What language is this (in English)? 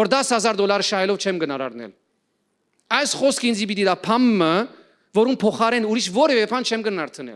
Western Armenian